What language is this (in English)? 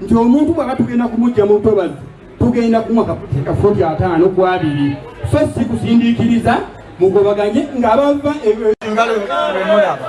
Ganda